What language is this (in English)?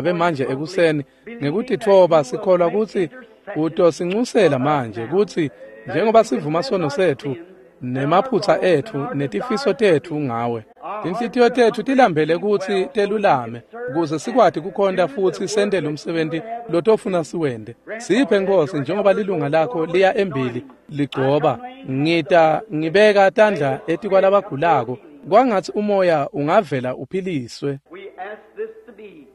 Swati